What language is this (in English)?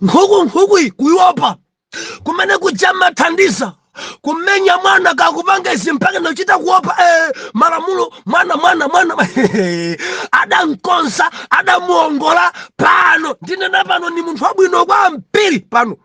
Nyanja